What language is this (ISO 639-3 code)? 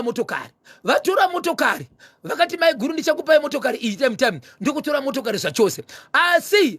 sna